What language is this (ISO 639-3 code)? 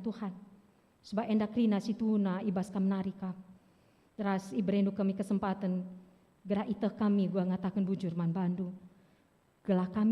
btx